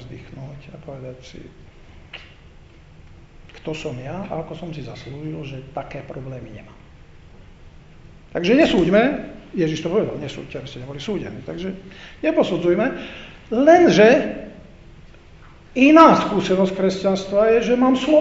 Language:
Slovak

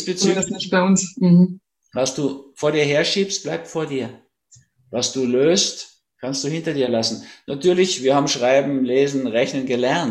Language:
German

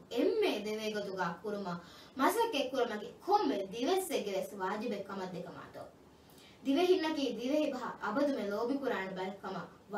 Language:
Divehi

